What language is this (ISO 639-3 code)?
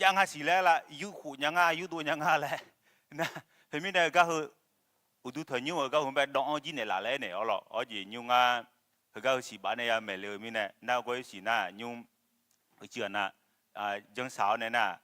ahk